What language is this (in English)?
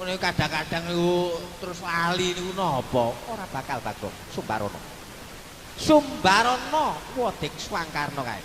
Javanese